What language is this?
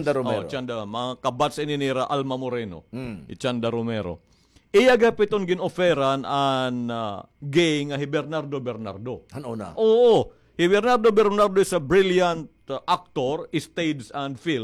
Waray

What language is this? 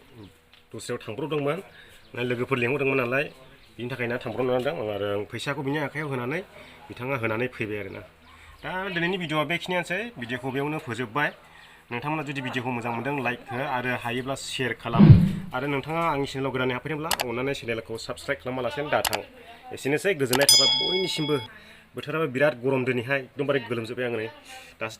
Bodo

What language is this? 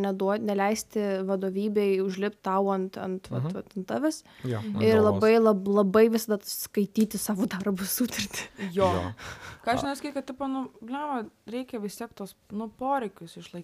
Lithuanian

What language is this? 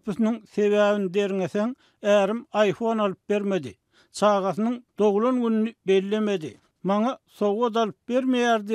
Turkmen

